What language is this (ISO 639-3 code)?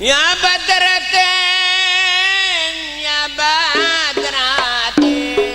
mad